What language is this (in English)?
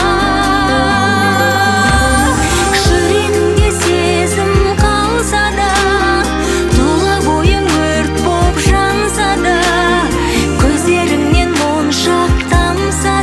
Kazakh